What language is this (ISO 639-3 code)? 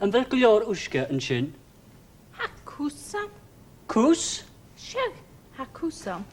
gla